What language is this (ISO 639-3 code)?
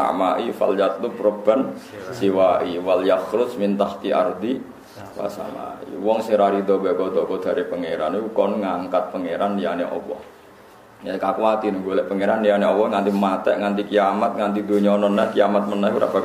jav